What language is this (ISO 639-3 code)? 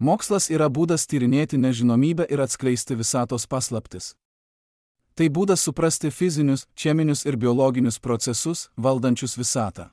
lit